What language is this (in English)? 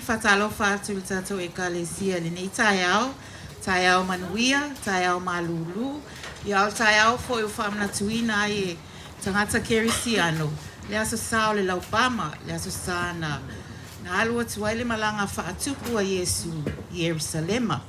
Samoan